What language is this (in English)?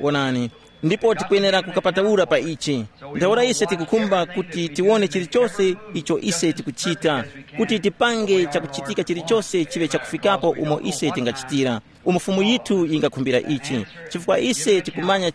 Tumbuka